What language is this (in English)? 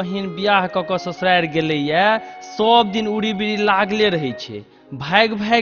Maithili